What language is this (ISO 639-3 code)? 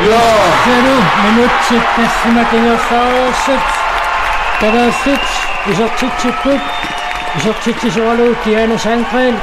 kal